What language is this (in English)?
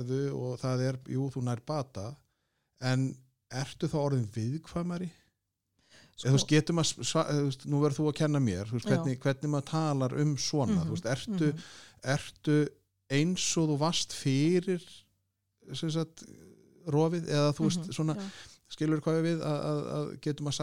Icelandic